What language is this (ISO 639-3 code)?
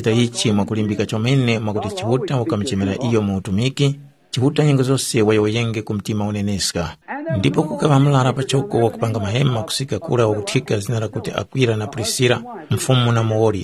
tum